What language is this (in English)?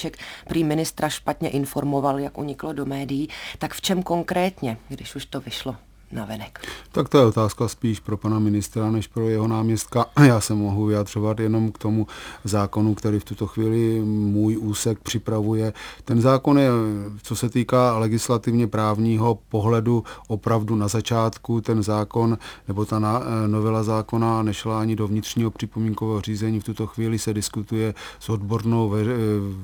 Czech